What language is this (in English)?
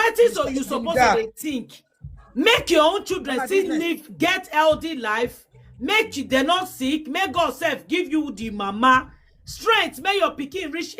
Nigerian Pidgin